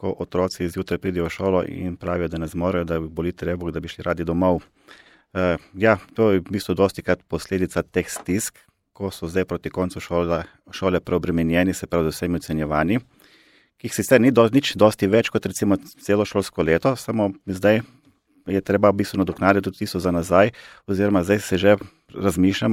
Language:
Slovenian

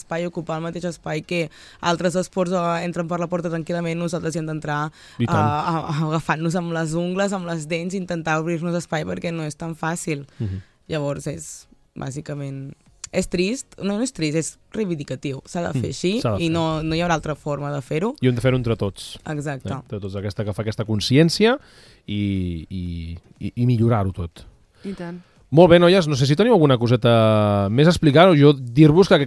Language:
Catalan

